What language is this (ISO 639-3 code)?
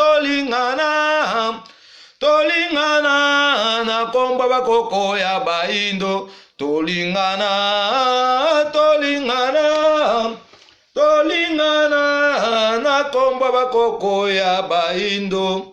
lin